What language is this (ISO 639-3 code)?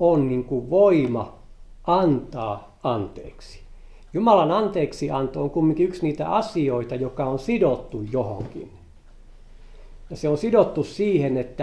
fin